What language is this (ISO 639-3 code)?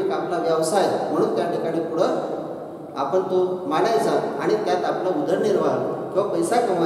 mar